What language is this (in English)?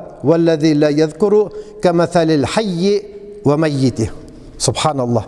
Tatar